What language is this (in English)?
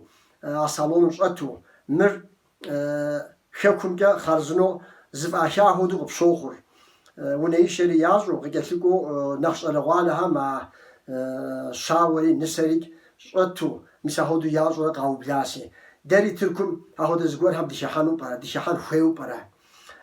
Kabardian